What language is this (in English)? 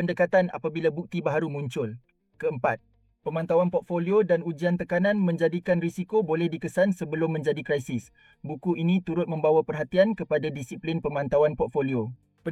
Malay